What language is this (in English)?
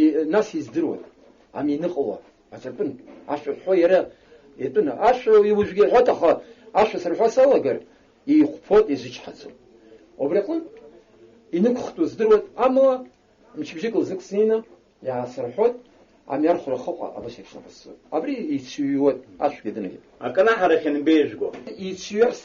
Abkhazian